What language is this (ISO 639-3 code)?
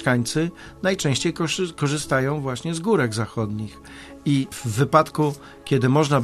pol